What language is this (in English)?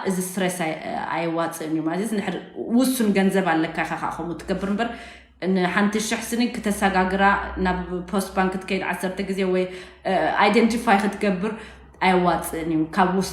Tigrinya